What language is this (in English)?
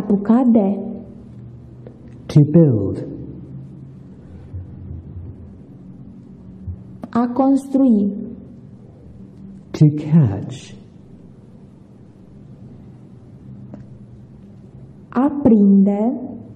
Romanian